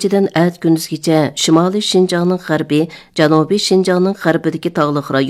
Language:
Uyghur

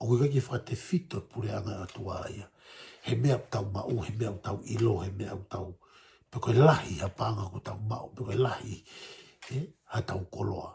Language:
Tongan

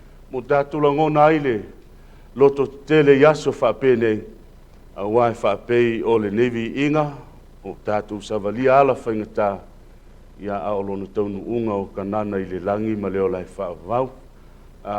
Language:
Samoan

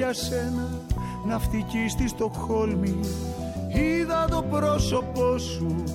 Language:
Greek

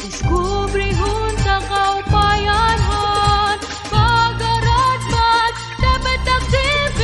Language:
Waray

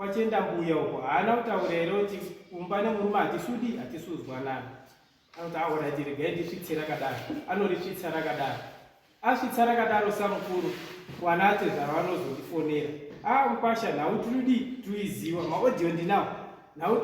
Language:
Shona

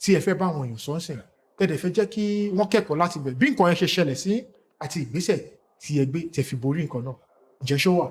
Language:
Yoruba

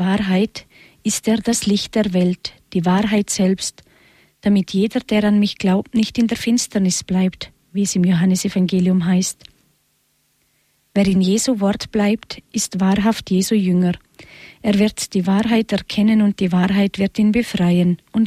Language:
German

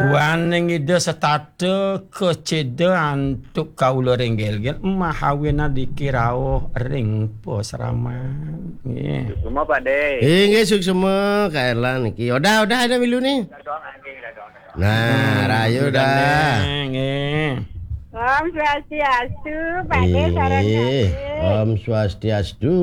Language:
Balinese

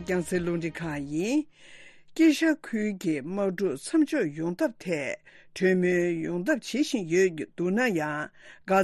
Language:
Tibetan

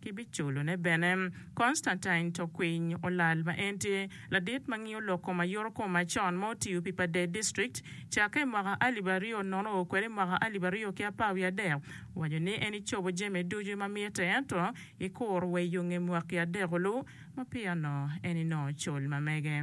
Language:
Acoli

